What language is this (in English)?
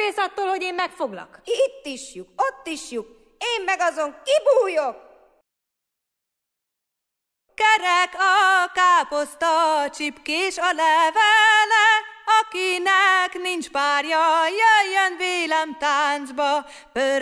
Hungarian